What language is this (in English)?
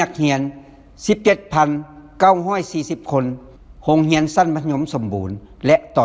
Lao